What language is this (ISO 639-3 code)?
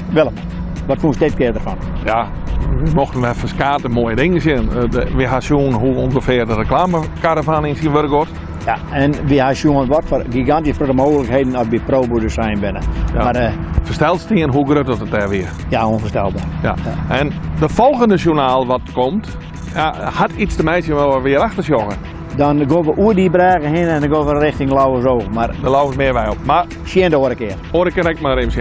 fry